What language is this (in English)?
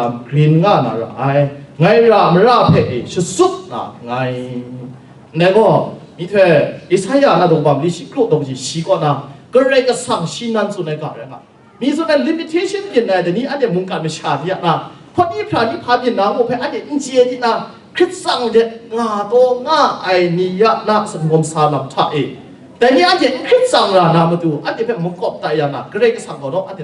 Kachin